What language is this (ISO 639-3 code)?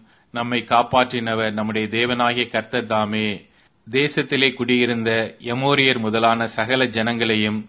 tam